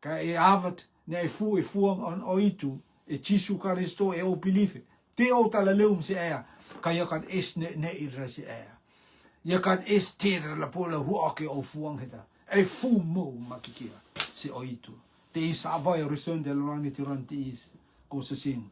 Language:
Rotuman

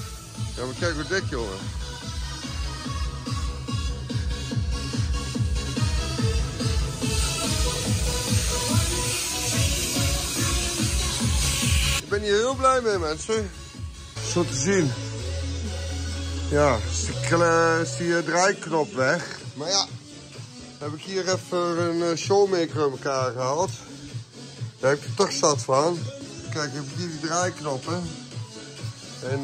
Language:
Dutch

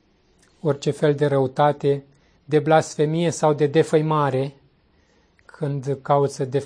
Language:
Romanian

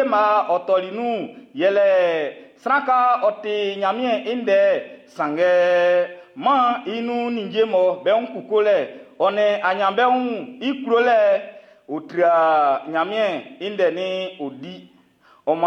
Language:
Baoulé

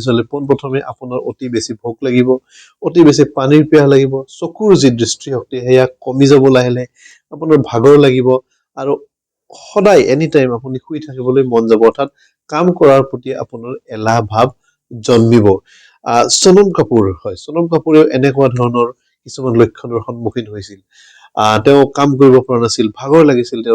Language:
Assamese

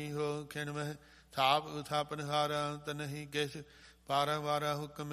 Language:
Punjabi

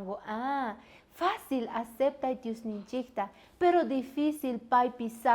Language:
South Bolivian Quechua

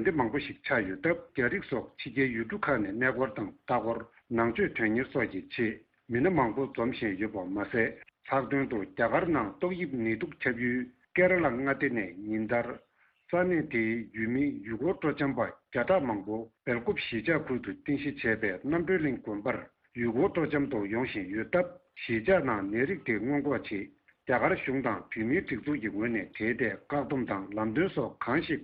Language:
Tibetan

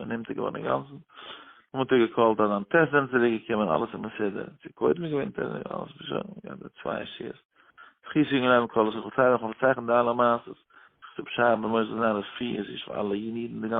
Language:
Yiddish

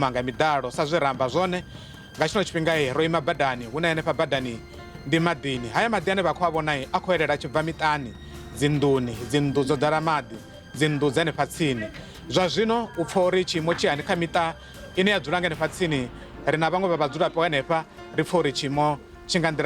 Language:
Venda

